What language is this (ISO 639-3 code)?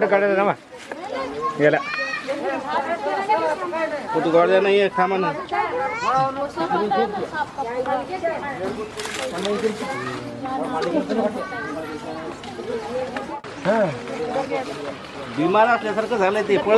mar